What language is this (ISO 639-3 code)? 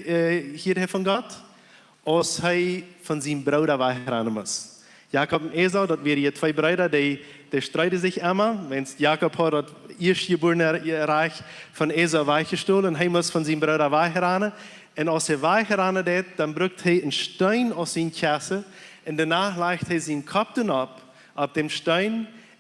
pdt